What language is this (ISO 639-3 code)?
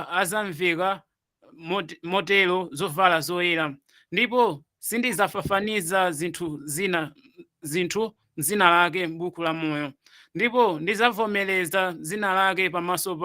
nya